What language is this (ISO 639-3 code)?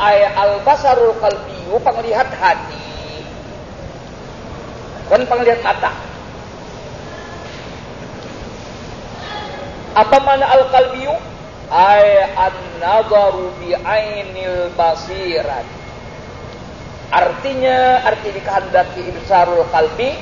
ind